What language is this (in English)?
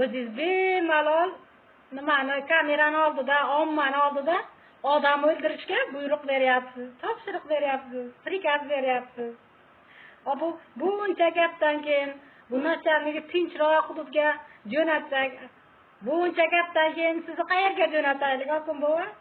Uzbek